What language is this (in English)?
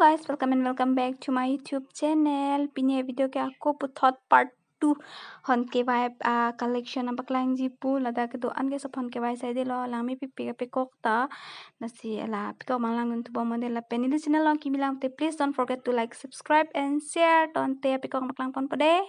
Karbi